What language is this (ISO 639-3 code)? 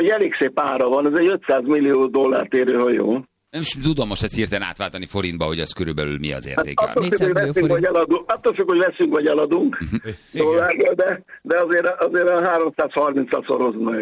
hun